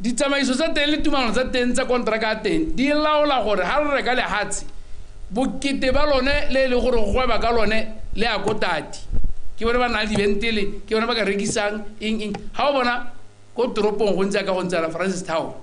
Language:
Tswana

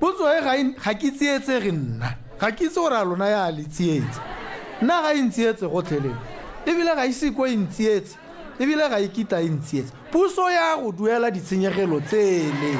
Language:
Tswana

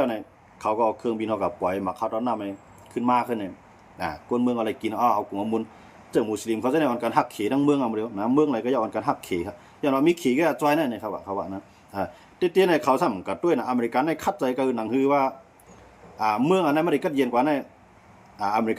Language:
Shan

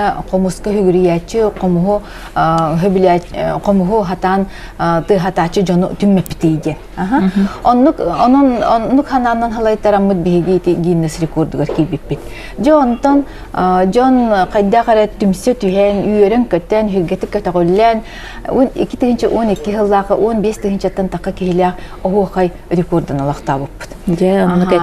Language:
Yakut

